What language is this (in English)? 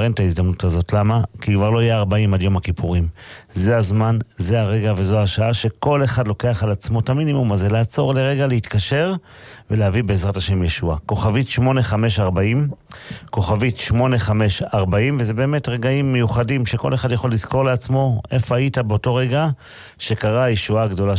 Hebrew